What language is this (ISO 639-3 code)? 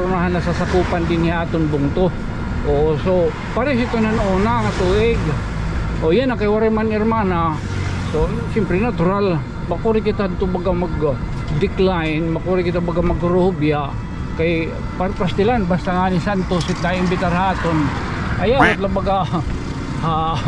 war